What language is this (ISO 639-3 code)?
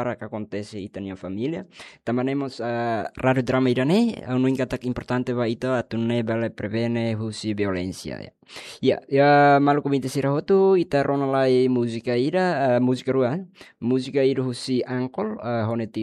tet